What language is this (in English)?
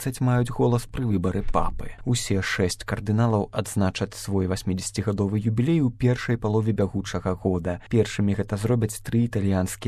Belarusian